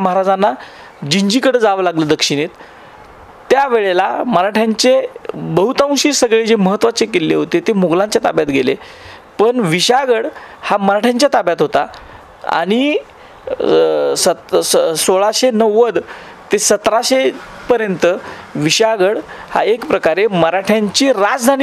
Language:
Marathi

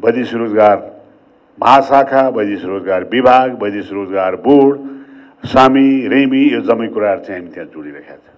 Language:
Nepali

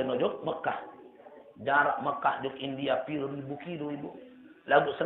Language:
Sasak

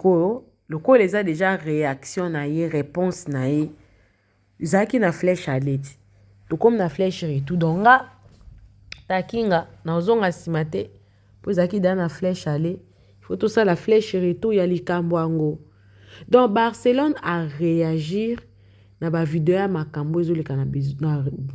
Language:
Lingala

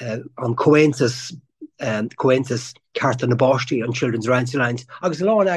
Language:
Irish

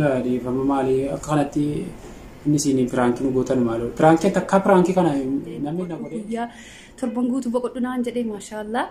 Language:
Oromo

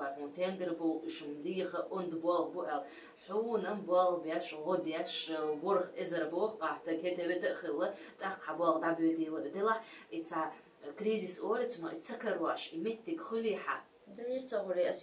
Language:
Chechen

